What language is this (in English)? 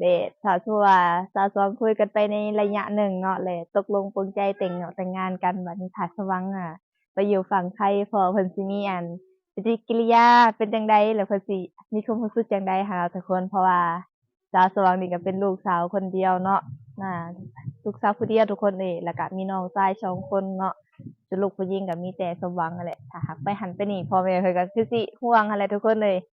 Lao